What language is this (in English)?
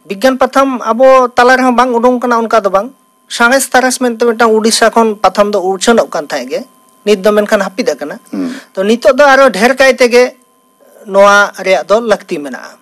Santali